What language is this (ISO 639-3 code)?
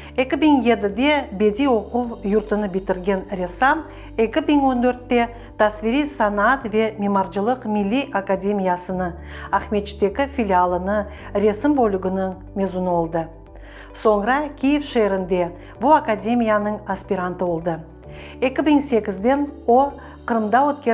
crh